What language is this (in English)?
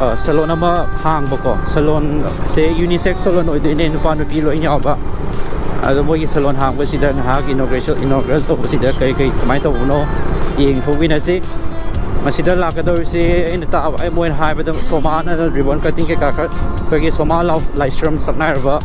Manipuri